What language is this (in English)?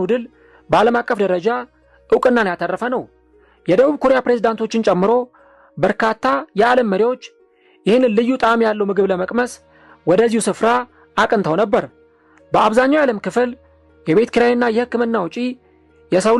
Amharic